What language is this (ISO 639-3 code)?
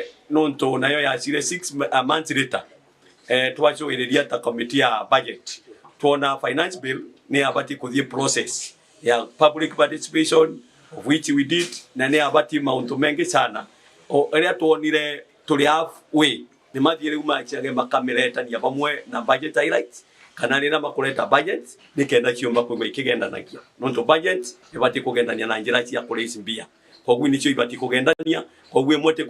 mer